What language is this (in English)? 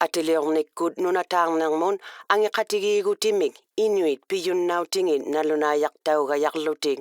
Inuktitut